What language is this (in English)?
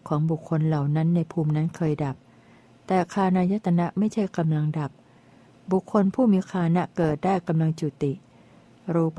Thai